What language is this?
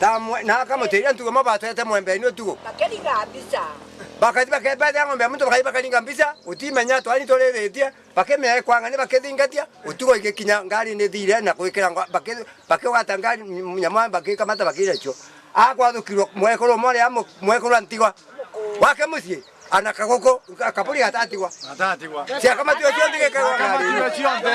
Meru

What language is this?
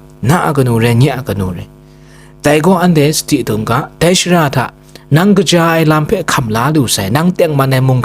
Kachin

